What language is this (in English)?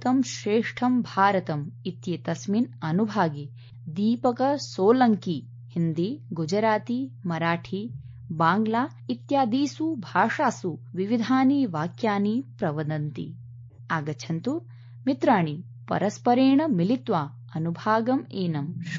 Sanskrit